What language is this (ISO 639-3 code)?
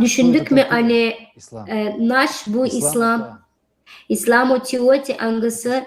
gag